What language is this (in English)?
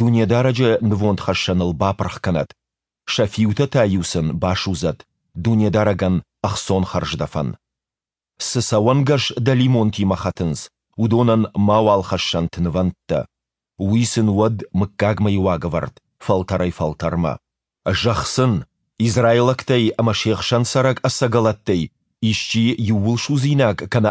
Ossetic